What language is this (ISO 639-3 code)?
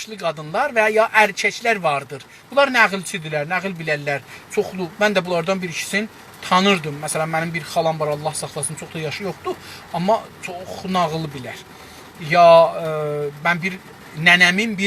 azb